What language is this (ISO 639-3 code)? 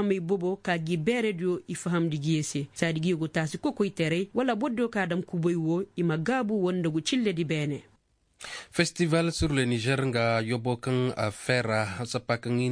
ses